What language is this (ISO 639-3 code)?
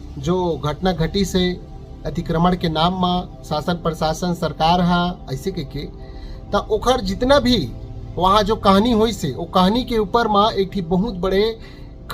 hne